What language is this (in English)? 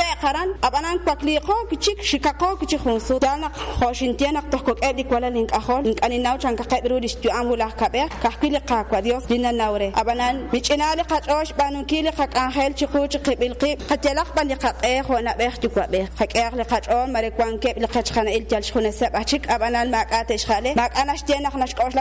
Kekchí